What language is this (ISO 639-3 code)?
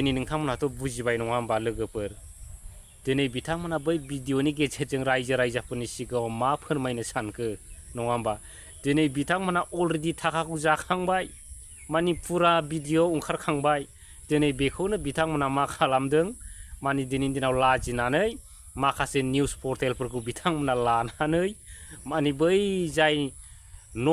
brx